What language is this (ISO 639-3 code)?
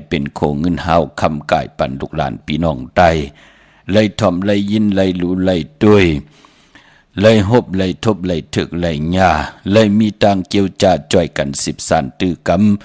shn